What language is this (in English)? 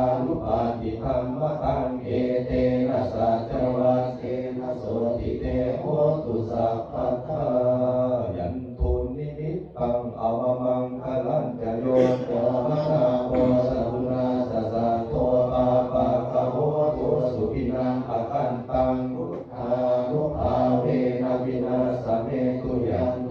Pali